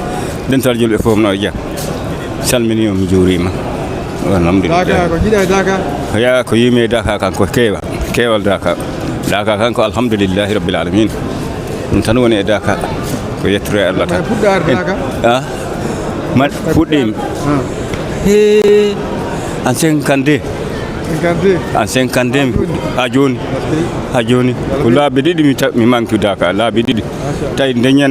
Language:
Fula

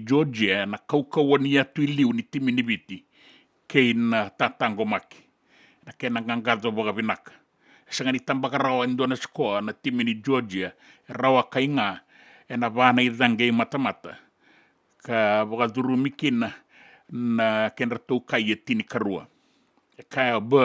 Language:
Fijian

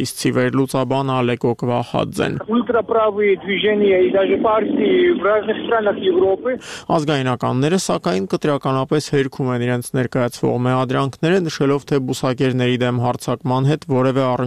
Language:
Armenian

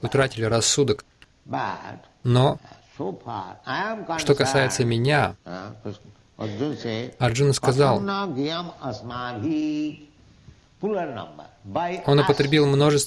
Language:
Russian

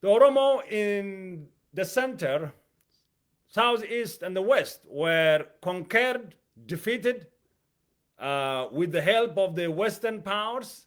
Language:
English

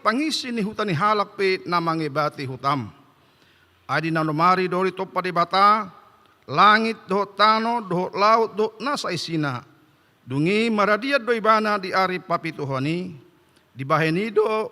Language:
Batak Toba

